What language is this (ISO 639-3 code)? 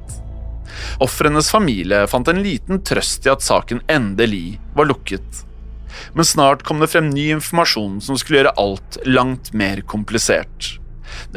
nor